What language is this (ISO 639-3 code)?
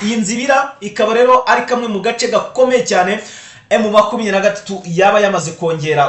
kin